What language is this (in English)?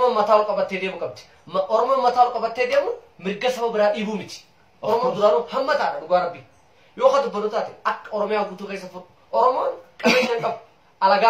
Oromo